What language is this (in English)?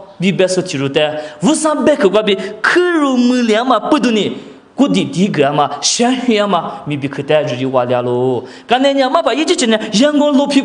Lisu